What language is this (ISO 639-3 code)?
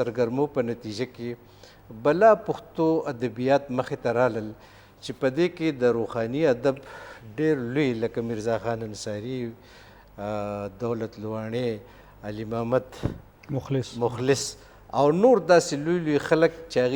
pus